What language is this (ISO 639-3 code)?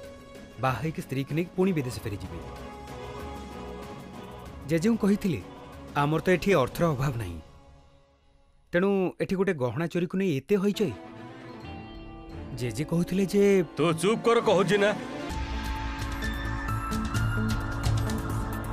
ori